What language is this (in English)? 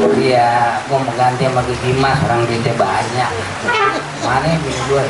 Betawi